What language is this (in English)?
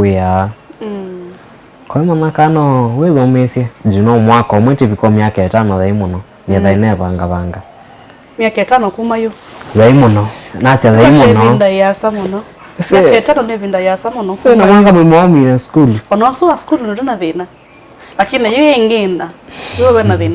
Kamba